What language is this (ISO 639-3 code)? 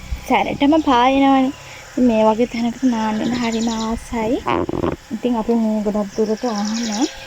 sin